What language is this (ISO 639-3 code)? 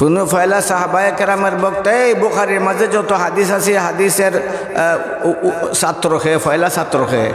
syl